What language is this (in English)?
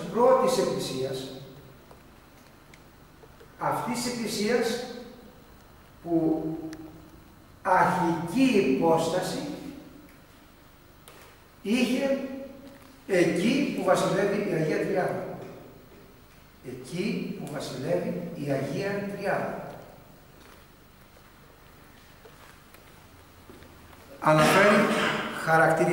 Greek